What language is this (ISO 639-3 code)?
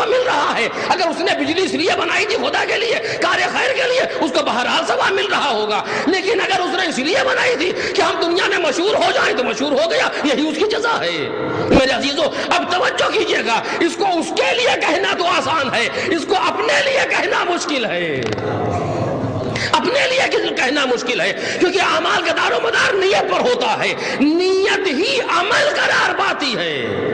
urd